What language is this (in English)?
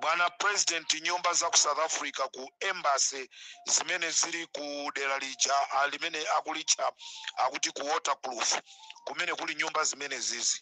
Nyanja